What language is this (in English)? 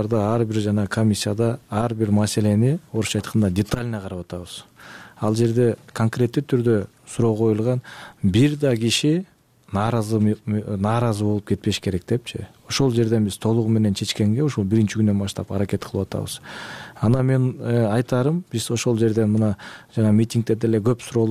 Kyrgyz